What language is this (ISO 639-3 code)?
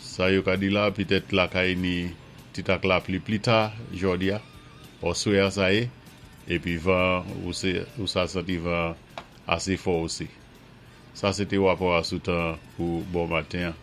acf